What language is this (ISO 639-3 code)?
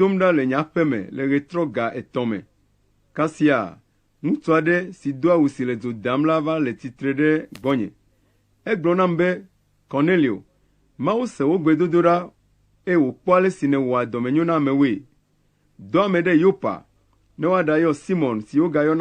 ewe